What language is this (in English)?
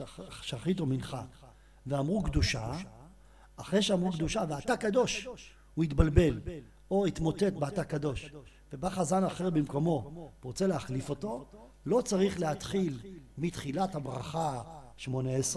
Hebrew